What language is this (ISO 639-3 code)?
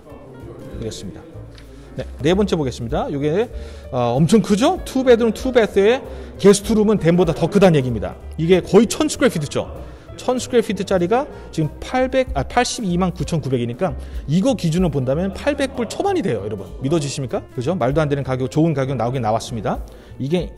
kor